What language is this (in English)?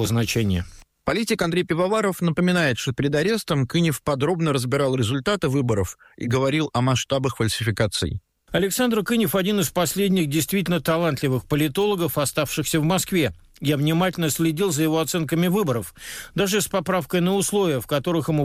Russian